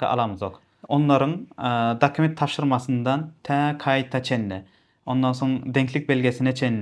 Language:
Turkmen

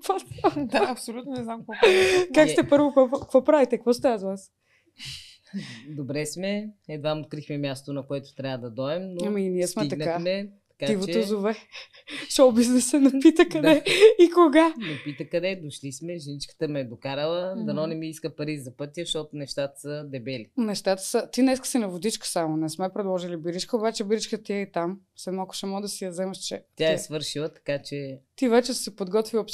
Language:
Bulgarian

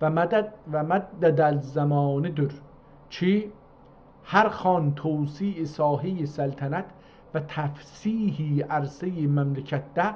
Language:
South Azerbaijani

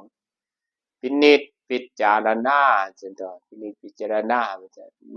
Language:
Northeastern Thai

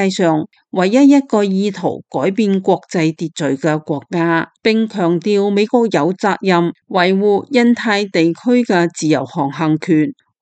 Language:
Cantonese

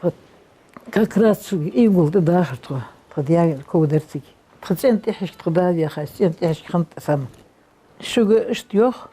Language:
Ingush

